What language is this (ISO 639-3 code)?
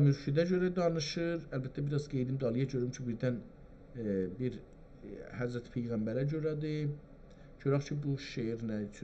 azb